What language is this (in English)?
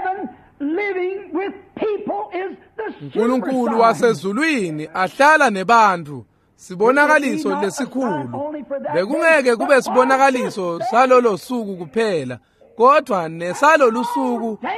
Swati